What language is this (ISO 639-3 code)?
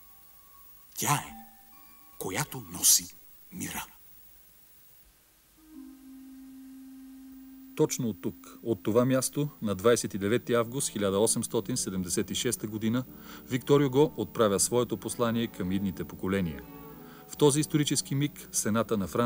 bul